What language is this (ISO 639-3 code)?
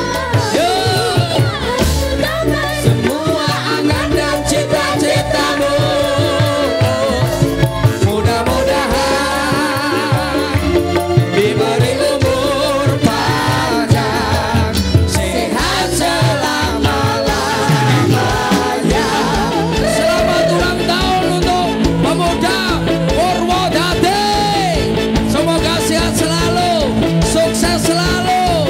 jav